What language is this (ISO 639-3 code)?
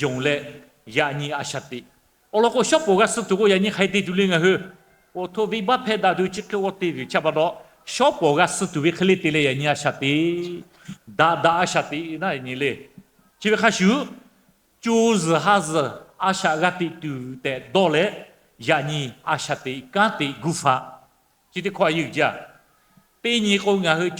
lhu